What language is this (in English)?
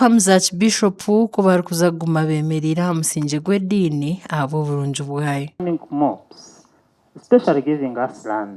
Nyankole